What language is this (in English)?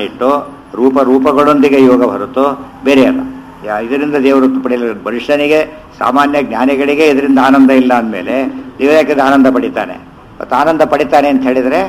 Kannada